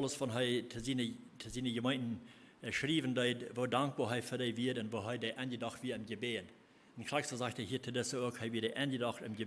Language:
Plautdietsch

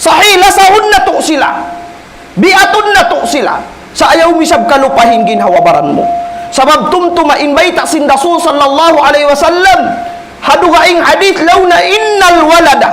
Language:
Tausug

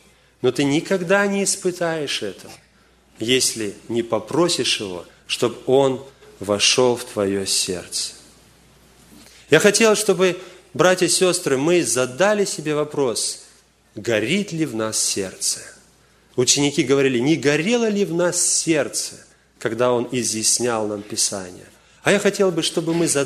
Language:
Russian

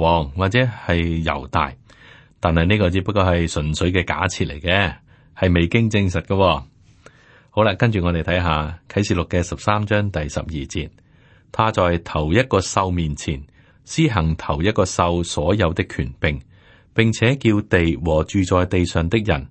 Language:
Cantonese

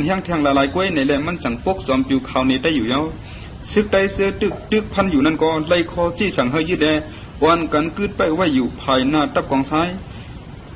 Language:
Shan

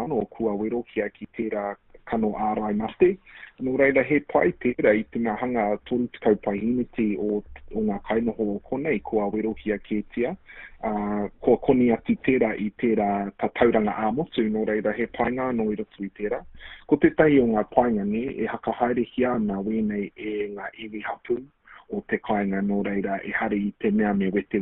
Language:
Māori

